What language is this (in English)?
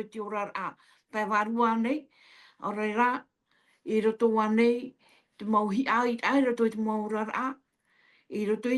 Tahitian